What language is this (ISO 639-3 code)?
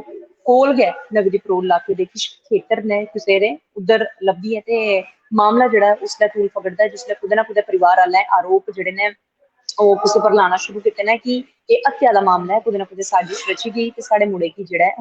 doi